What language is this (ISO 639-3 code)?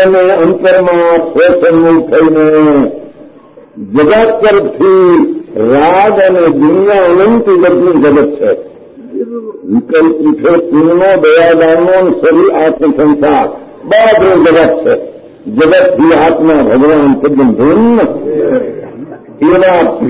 guj